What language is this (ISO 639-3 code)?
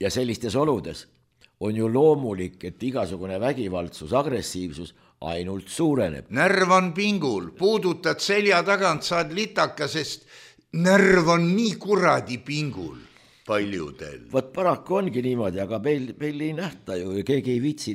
est